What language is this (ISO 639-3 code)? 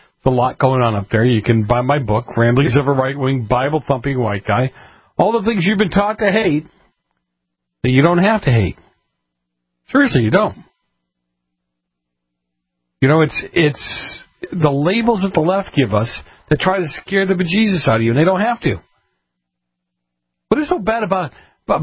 eng